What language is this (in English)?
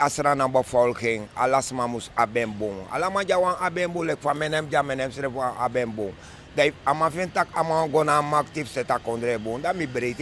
Sranan Tongo